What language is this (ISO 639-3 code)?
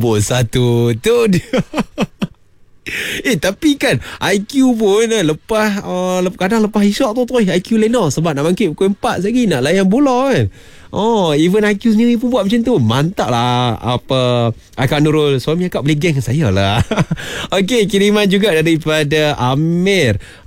msa